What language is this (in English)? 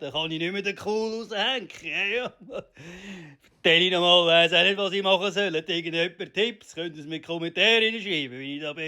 Swiss German